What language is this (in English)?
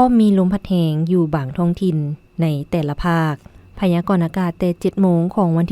Lao